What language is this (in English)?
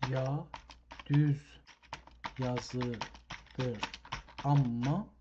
South Azerbaijani